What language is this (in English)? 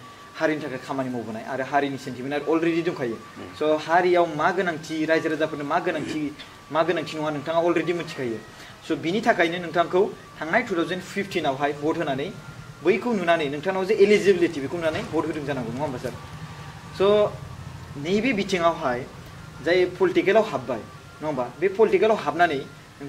Bodo